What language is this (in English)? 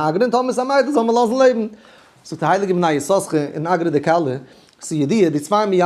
Yiddish